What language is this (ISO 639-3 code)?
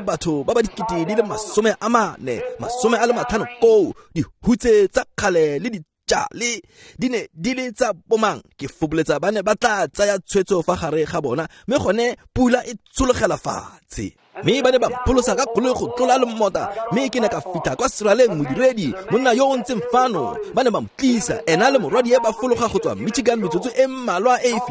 tsn